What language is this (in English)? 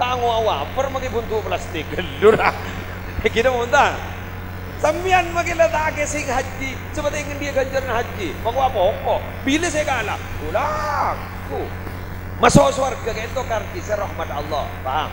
Madurese